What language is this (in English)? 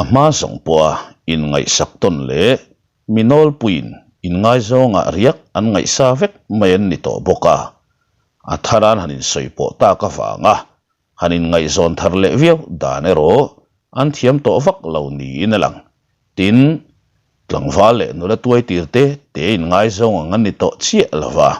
Mizo